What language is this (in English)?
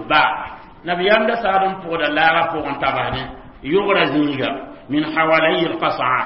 Mossi